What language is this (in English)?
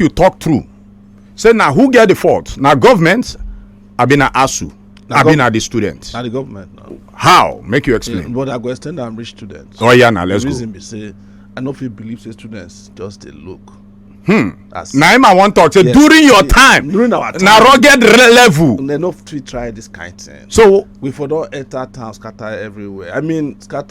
Nigerian Pidgin